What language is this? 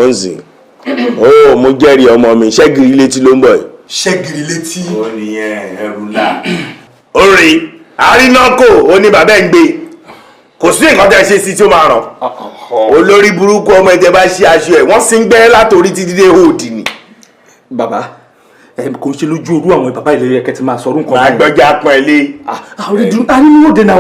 Yoruba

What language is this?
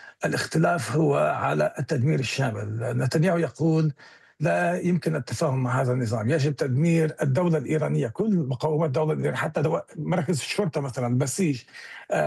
Arabic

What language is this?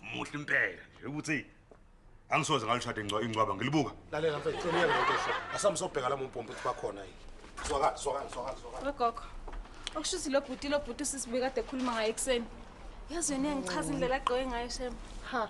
Zulu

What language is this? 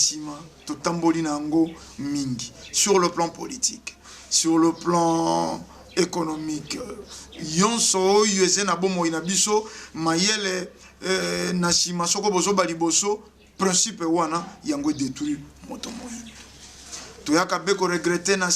Lingala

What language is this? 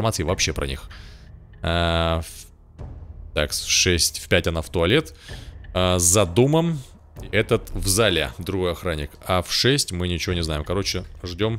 Russian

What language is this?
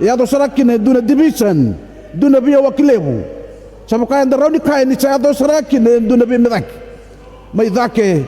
Fijian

